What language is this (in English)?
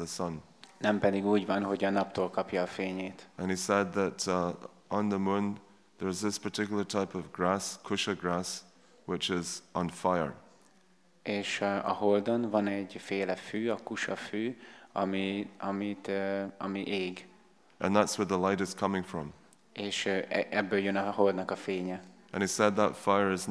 Hungarian